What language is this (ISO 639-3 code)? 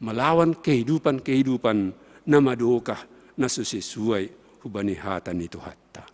bts